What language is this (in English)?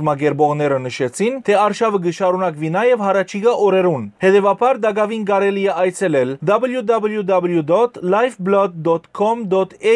Western Armenian